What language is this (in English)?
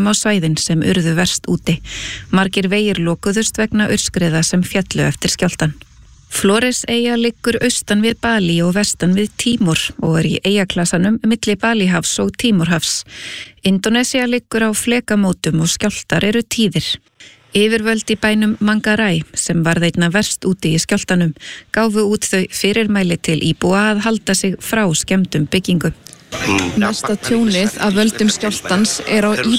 Icelandic